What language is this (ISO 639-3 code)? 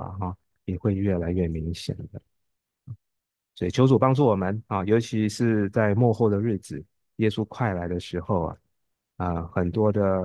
zho